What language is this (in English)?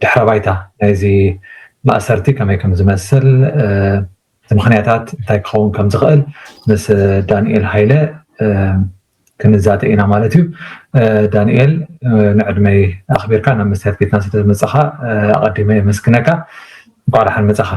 Tigrinya